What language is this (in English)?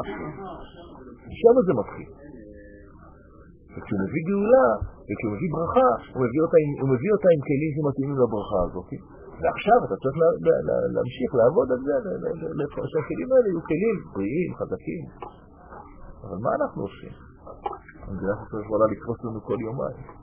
Hebrew